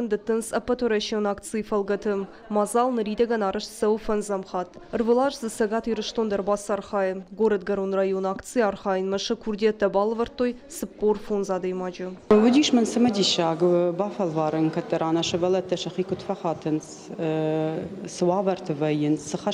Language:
Ossetic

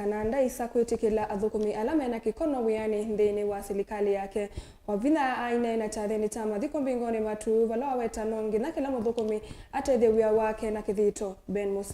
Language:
Kamba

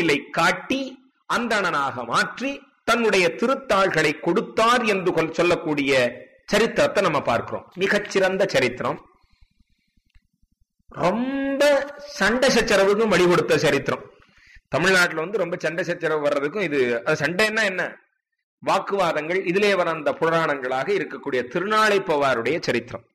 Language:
Tamil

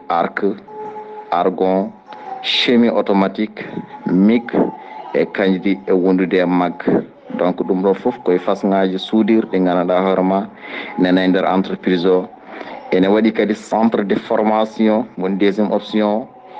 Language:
Fula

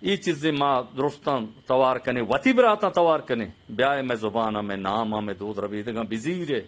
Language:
Eastern Balochi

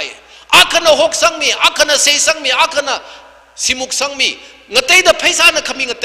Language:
Tangkhul Naga (India)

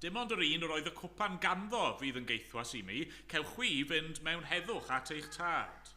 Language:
Welsh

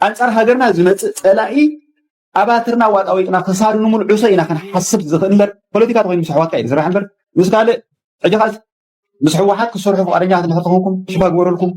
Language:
Tigrinya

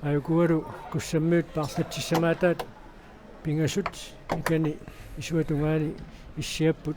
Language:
Kalaallisut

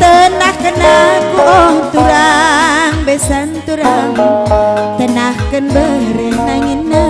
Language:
Batak Karo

